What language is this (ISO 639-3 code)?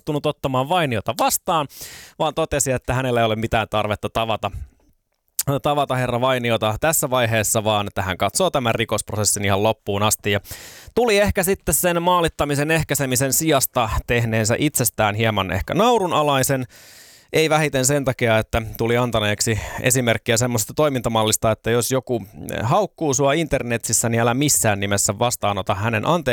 fin